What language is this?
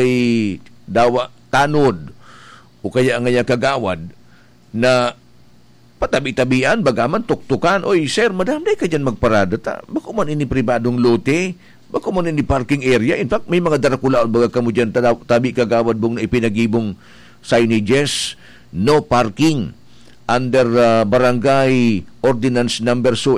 Bikol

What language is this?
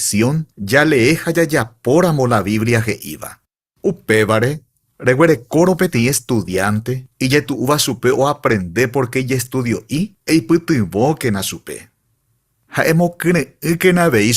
Guarani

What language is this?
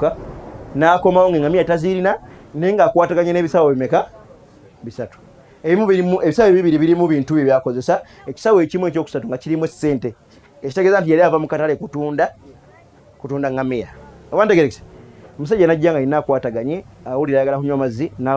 Ganda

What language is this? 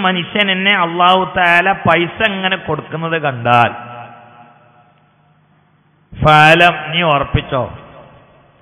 Malayalam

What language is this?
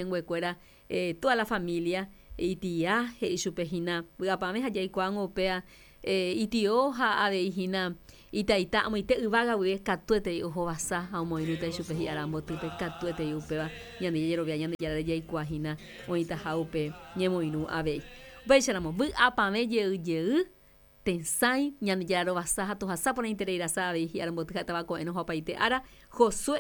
Guarani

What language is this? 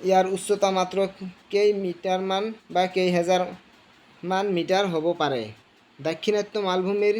Assamese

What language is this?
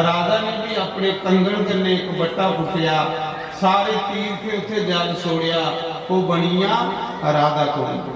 Dogri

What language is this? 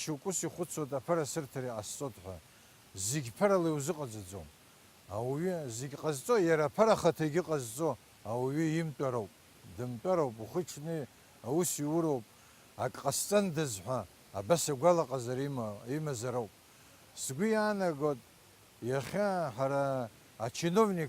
Abkhazian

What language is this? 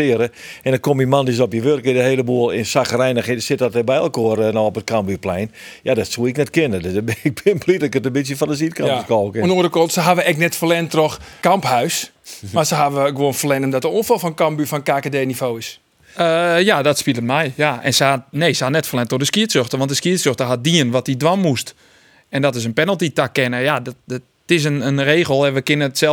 Western Frisian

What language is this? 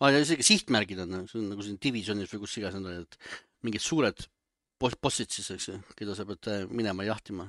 Estonian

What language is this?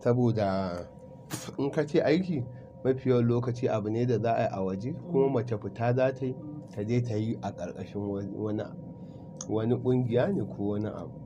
Hausa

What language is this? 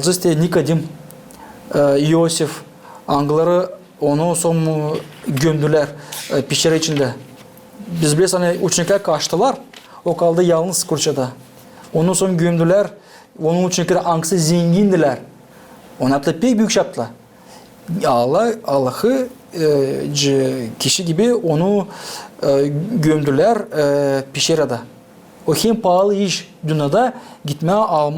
Gagauz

